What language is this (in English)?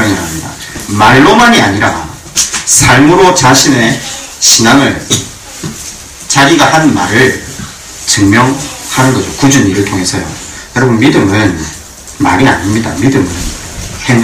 Korean